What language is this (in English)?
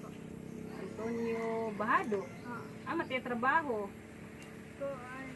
Waray